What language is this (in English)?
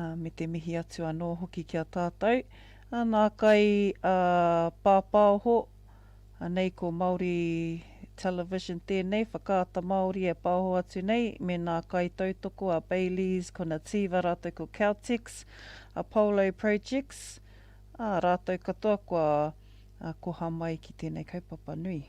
Māori